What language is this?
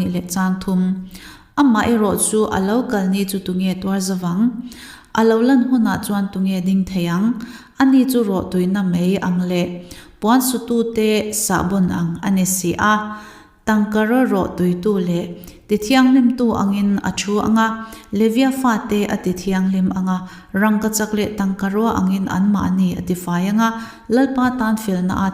Mizo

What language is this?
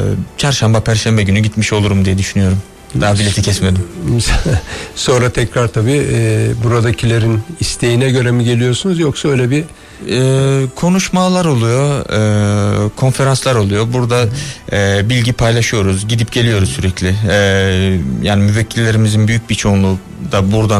Turkish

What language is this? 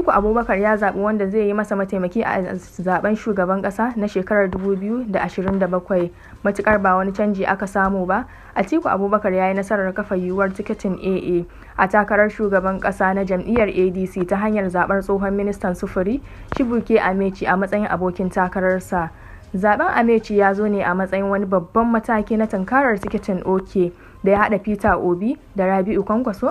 Hausa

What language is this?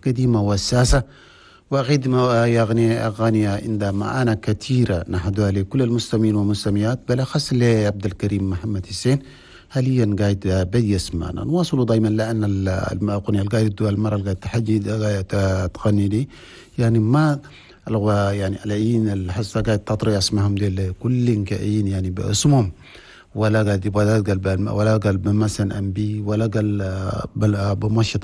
Chadian Arabic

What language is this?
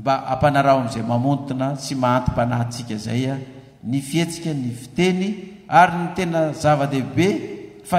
Malagasy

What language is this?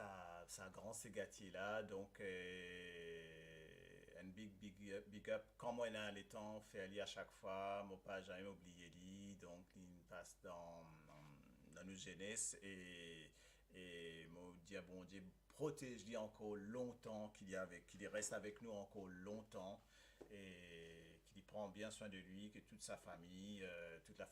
Morisyen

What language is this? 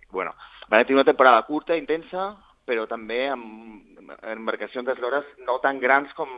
Catalan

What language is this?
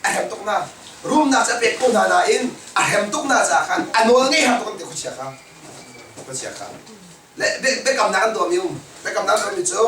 Hakha Chin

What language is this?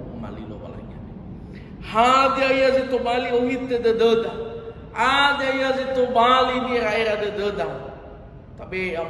Nias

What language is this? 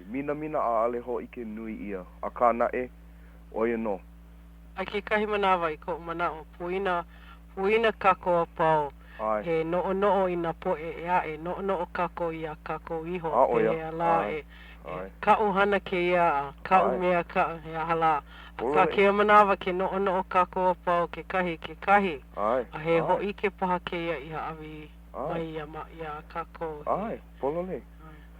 Hawaiian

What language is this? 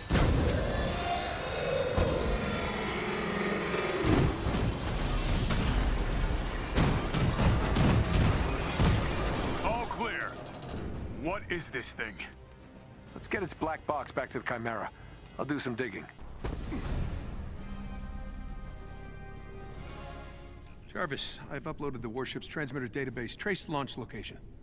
English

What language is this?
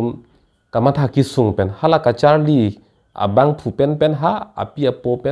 Karbi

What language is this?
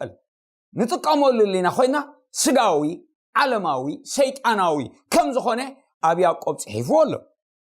Tigrinya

